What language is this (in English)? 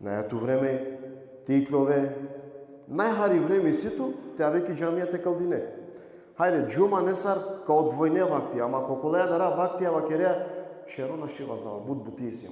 Balkan Romani